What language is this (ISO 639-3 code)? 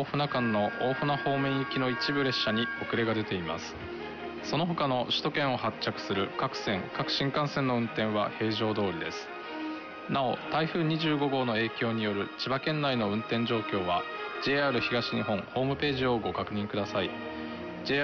jpn